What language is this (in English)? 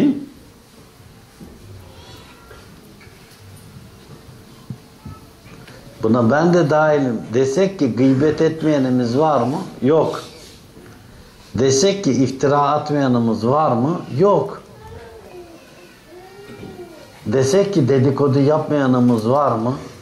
Turkish